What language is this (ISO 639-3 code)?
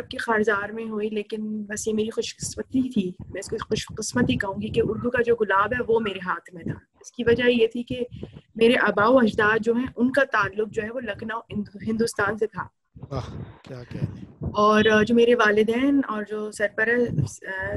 urd